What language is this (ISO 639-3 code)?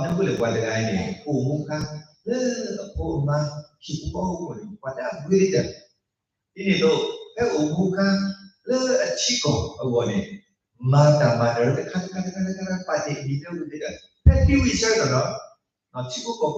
ksw